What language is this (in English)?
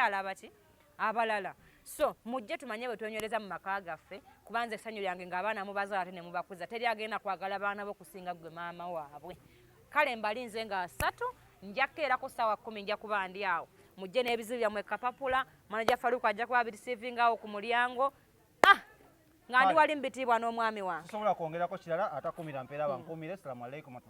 Ganda